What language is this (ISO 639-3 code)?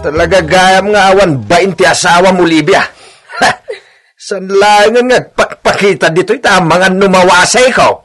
ilo